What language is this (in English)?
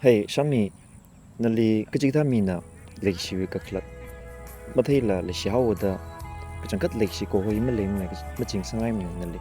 Tangkhul Naga (India)